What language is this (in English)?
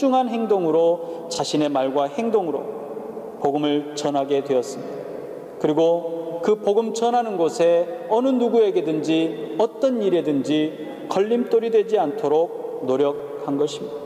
Korean